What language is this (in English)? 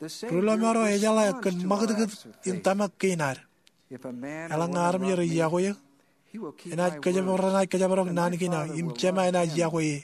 Marshallese